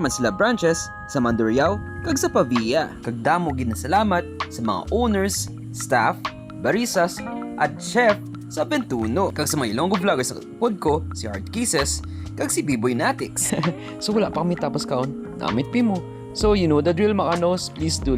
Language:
Hiligaynon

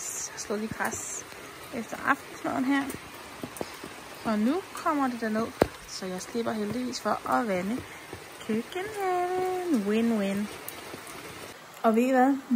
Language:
Danish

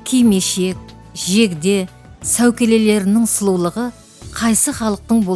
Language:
Kara-Kalpak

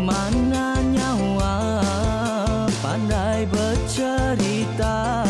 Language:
Iban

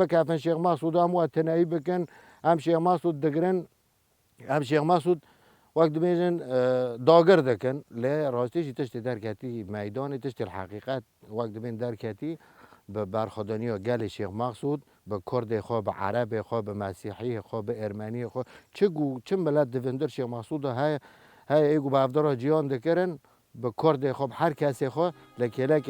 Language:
Kurdish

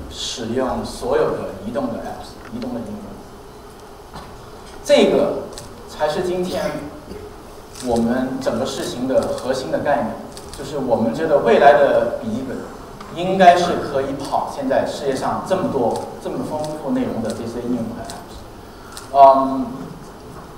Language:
Chinese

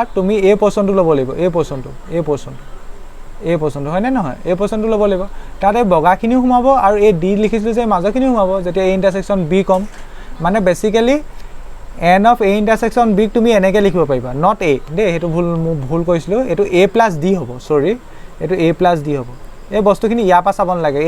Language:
Assamese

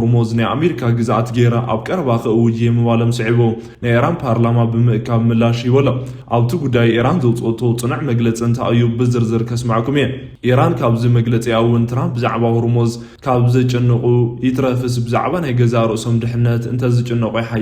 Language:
Tigrinya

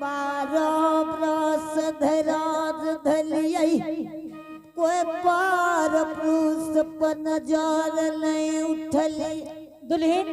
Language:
Angika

